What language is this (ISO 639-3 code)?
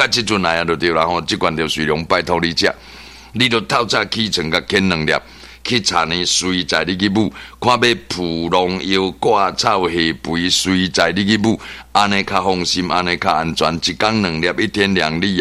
nan